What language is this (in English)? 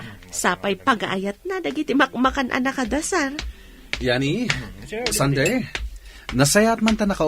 Iloko